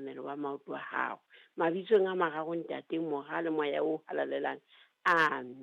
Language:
Southern Sotho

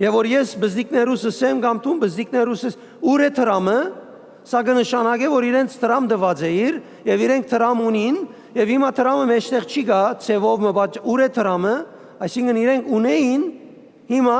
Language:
Western Armenian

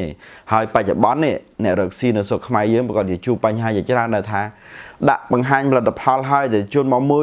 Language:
Khmer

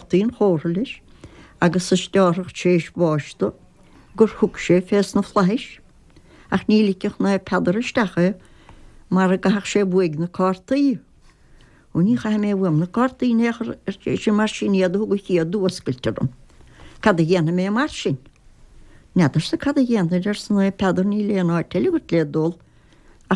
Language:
Irish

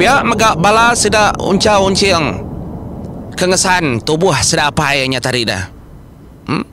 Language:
Iban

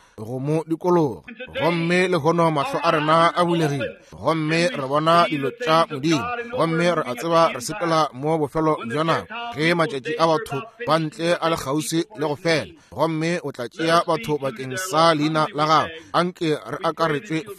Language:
Northern Sotho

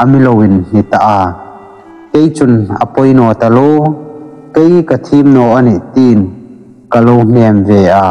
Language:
Hmar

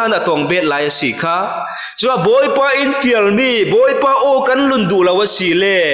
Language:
Falam Chin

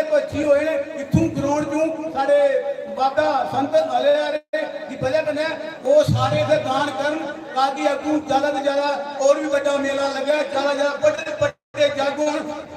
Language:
Dogri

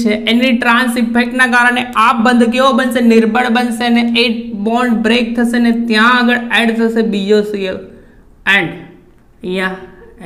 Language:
Gujarati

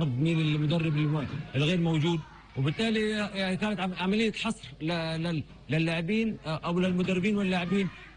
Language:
North Levantine Arabic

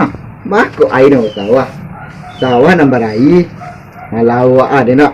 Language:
Minangkabau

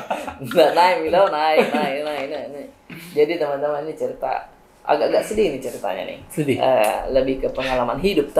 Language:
Makassar Malay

